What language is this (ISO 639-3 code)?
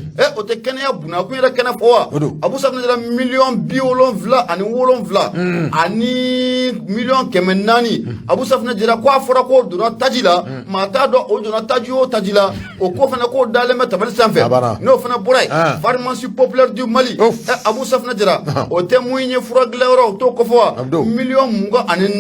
bam